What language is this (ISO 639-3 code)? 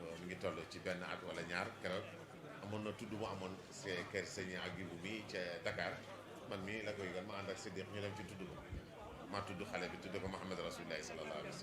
wol